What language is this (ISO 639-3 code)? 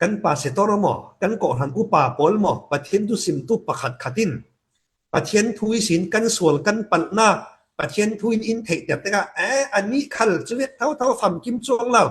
cfm